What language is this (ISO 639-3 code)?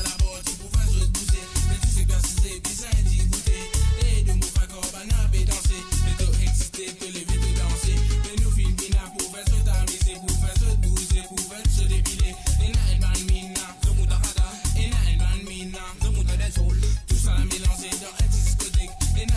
mfe